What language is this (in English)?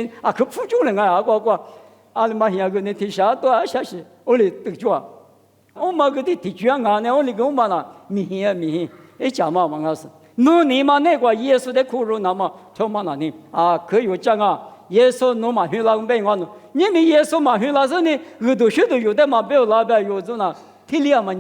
Lisu